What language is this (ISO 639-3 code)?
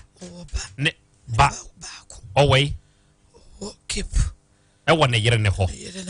aka